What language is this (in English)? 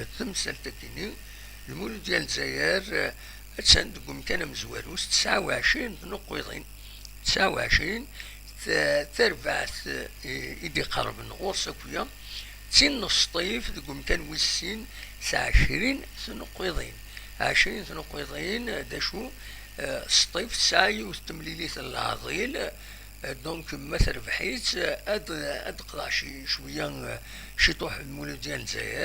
Kabyle